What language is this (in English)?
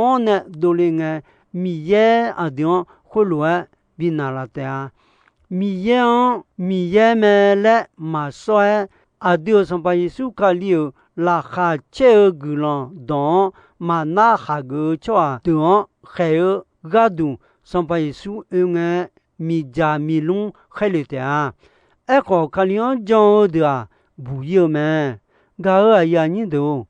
Akha